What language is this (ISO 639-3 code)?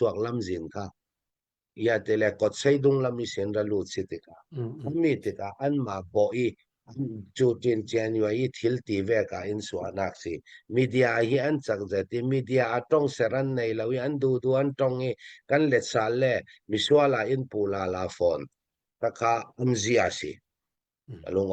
cnh